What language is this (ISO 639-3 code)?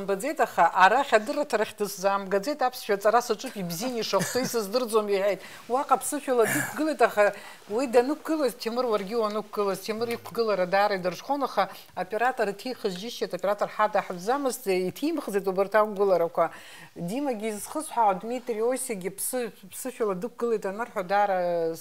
abk